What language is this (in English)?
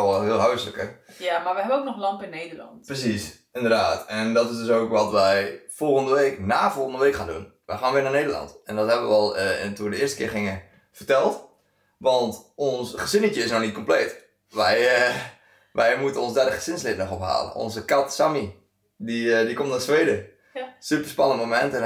Dutch